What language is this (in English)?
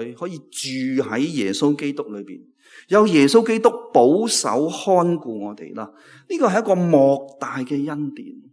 Cantonese